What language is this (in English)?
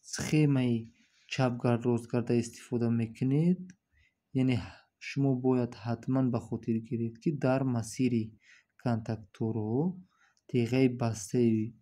Tajik